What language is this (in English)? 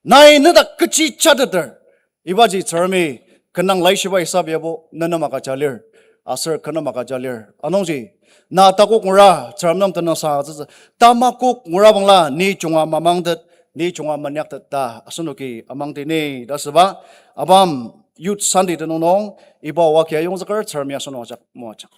Ao Naga